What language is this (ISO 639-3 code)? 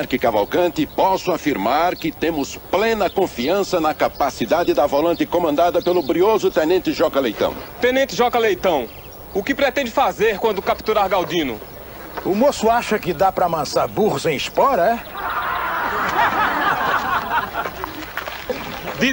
por